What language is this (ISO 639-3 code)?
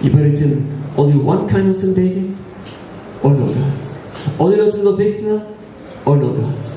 tpi